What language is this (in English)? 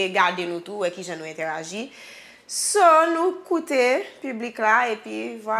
Haitian Creole